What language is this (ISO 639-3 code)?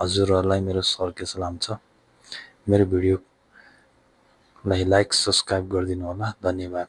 nep